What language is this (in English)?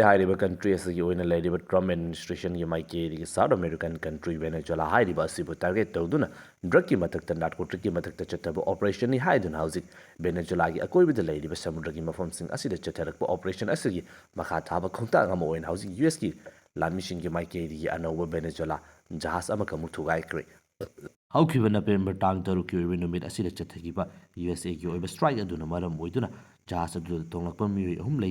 Manipuri